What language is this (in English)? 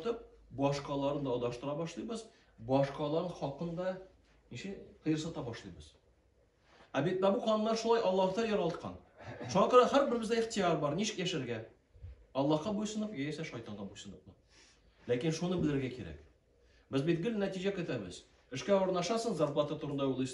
Tatar